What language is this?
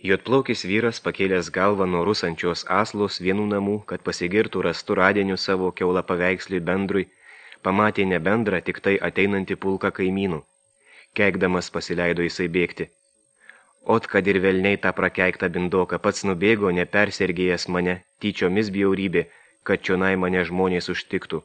Lithuanian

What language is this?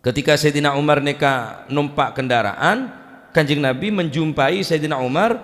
Madurese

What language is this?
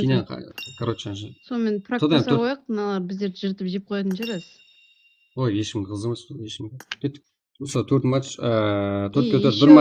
Kara-Kalpak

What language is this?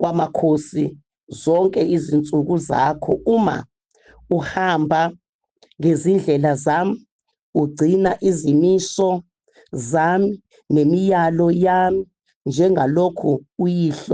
Zulu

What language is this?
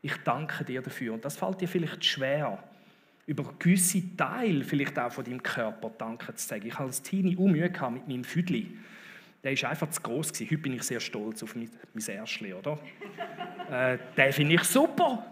Swiss German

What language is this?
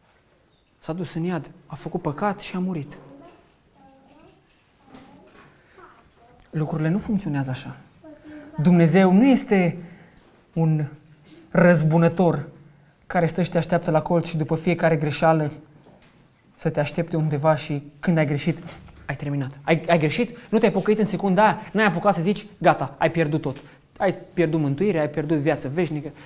Romanian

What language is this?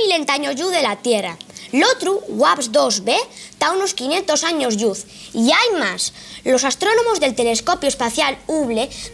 Asturian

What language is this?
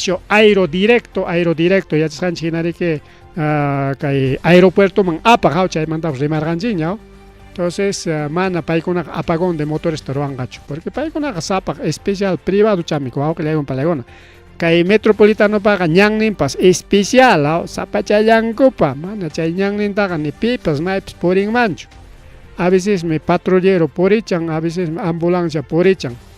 Ayacucho Quechua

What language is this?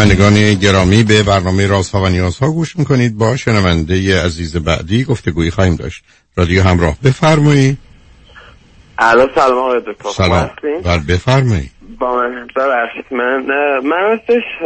Persian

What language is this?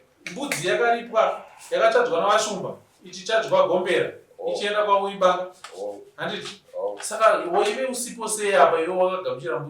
Shona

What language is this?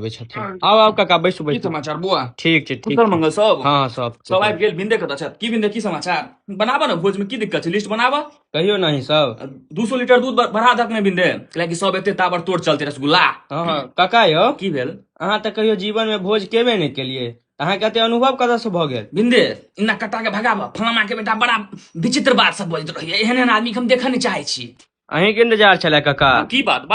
Maithili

